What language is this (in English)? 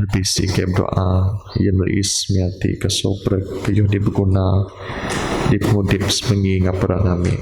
Biatah Bidayuh